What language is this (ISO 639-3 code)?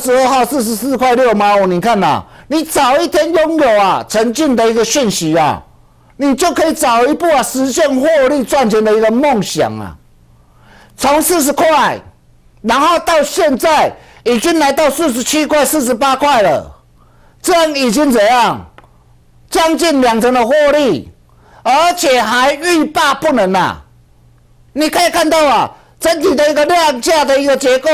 zho